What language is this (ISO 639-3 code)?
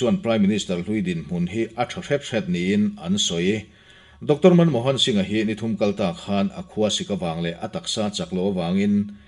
lus